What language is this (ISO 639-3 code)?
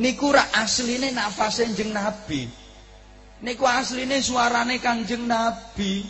jav